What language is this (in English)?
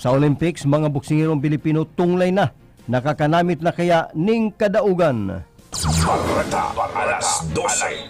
Bikol